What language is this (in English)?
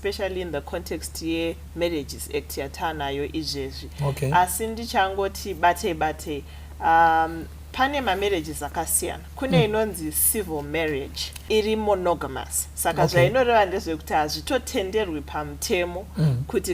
Shona